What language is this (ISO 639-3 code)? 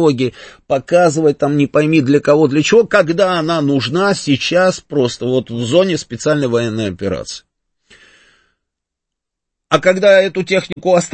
rus